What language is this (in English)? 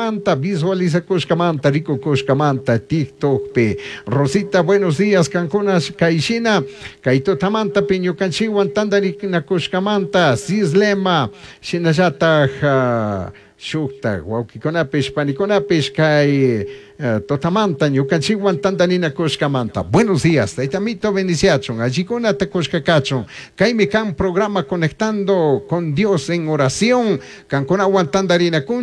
Chimborazo Highland Quichua